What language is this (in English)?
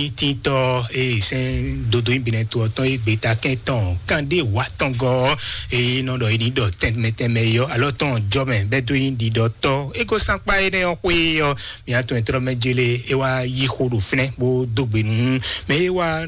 Fon